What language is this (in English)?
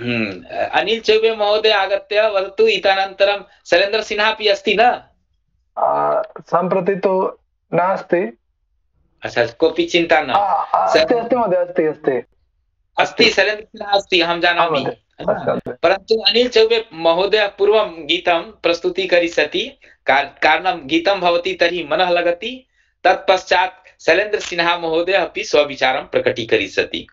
Sanskrit